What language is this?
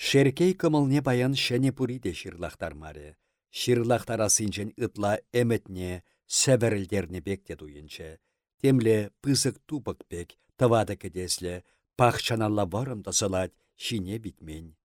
Chuvash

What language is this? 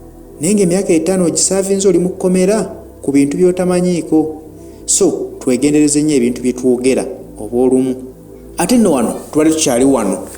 Ganda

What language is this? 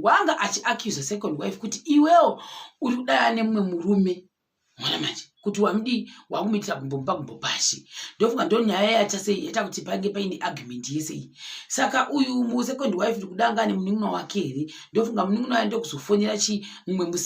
Shona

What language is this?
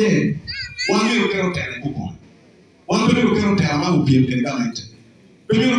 Lango (Uganda)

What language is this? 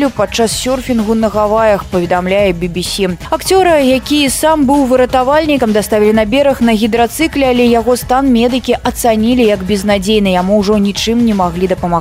Belarusian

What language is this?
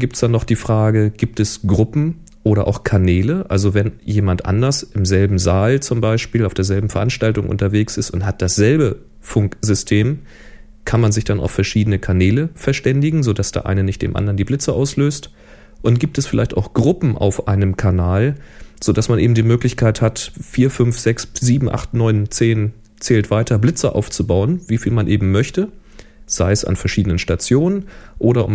German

